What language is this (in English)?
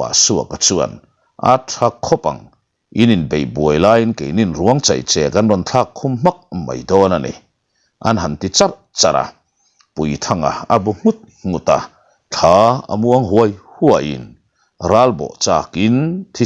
Mizo